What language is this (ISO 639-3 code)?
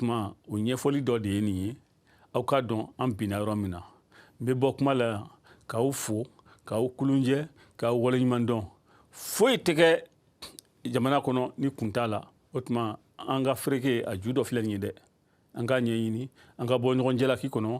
bam